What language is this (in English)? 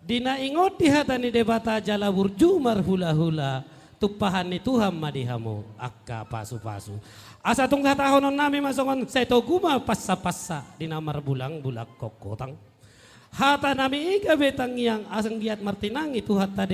Batak Toba